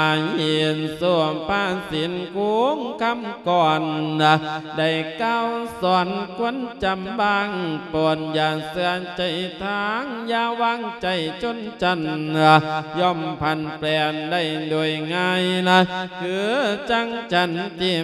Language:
Lao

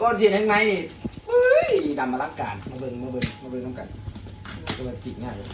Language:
Lao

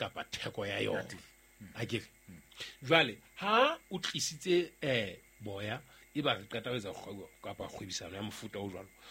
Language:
Southern Sotho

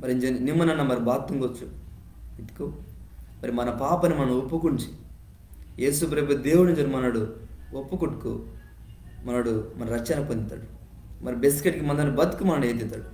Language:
Koya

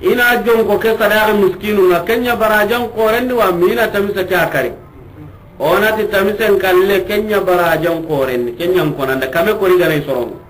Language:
Soninke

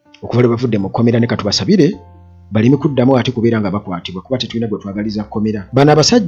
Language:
Ganda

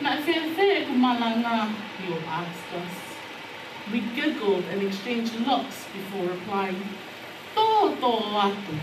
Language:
Tongan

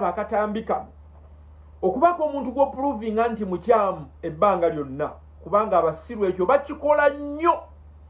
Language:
Ganda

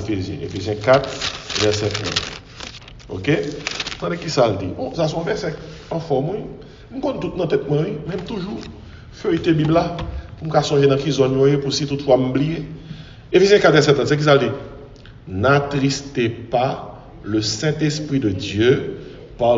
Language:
French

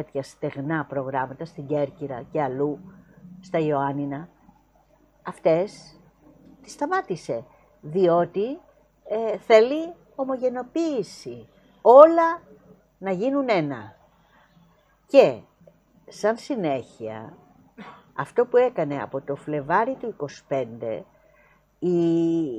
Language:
Greek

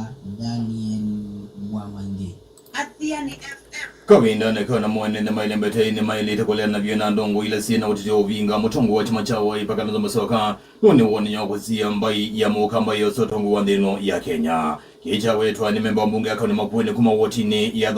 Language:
Kamba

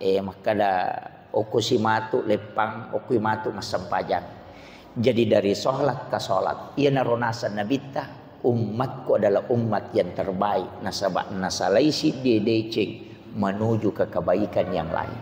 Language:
Buginese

